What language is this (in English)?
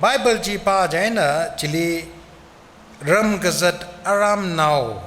Tangkhul Naga (India)